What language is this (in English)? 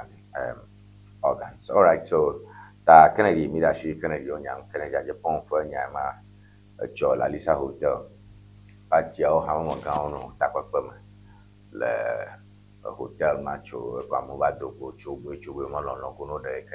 Ewe